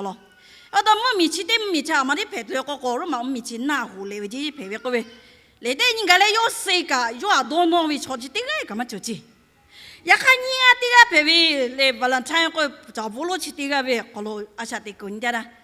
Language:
Lahu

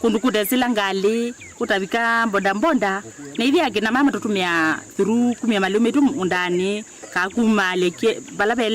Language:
Kamba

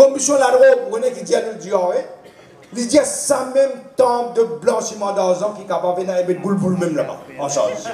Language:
Morisyen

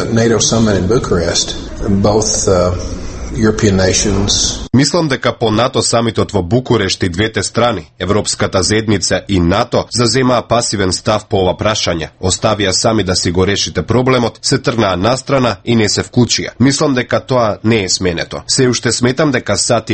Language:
Macedonian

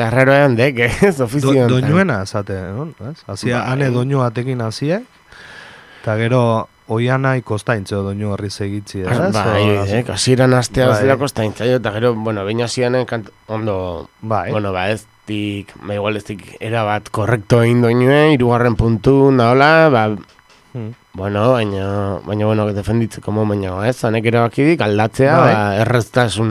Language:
Basque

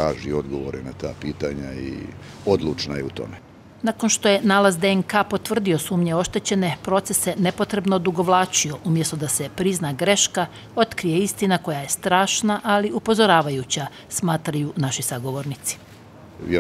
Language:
Bosnian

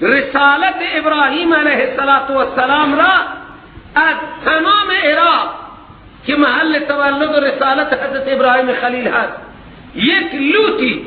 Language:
Persian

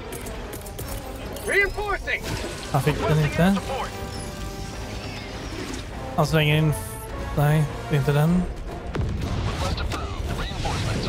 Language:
Swedish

